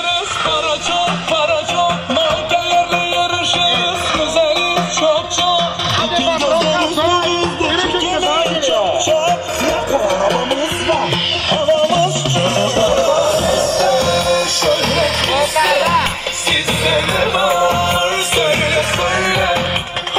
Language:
Turkish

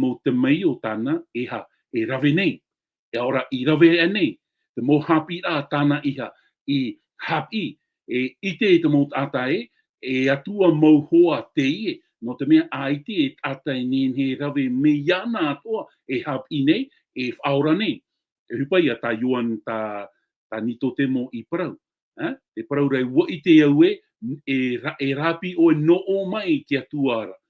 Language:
Tahitian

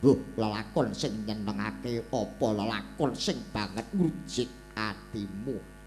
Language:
Javanese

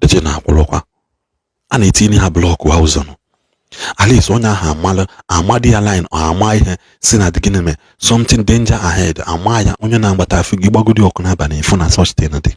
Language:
Igbo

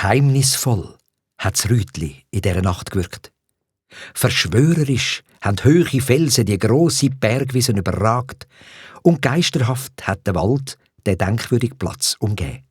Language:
Swiss German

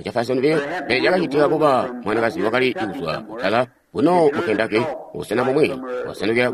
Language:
Tonga (Zambia)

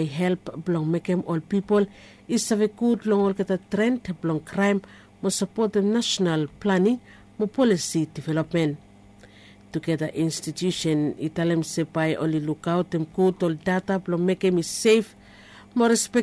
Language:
Bislama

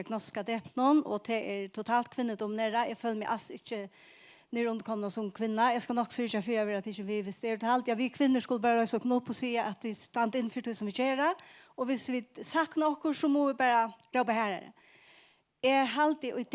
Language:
Faroese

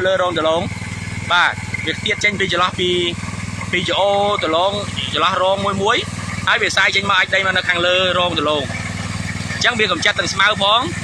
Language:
Khmer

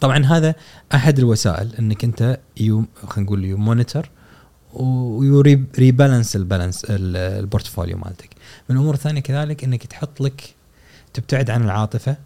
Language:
Gulf Arabic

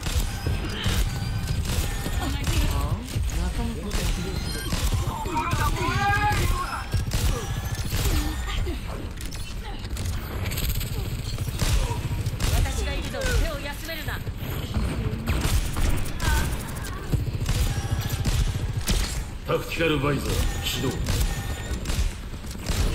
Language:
Japanese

